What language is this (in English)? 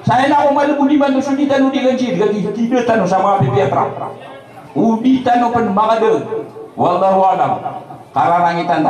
Maranao